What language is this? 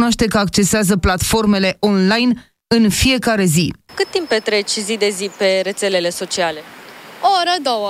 Romanian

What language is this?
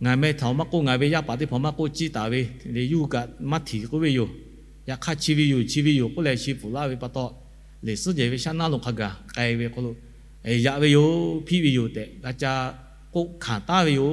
Lahu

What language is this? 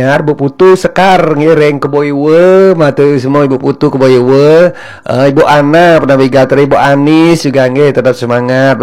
Balinese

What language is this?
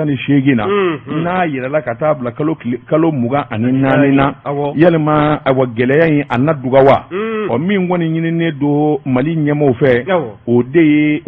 Bambara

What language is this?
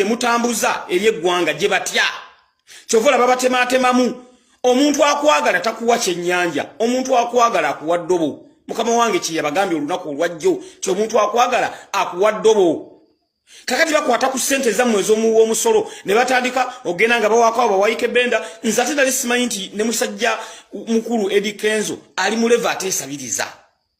Ganda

